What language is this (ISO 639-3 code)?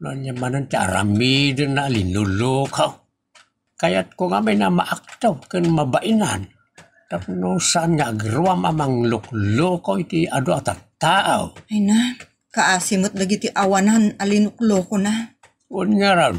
ilo